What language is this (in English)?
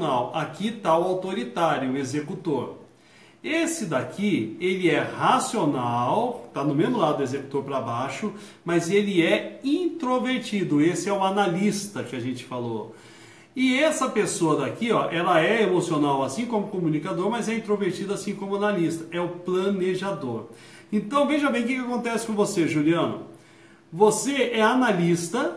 Portuguese